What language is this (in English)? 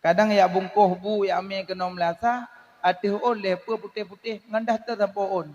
Achinese